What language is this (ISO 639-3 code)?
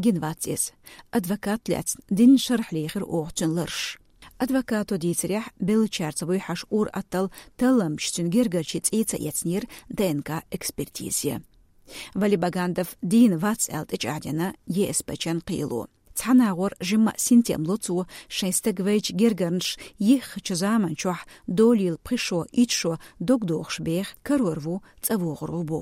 che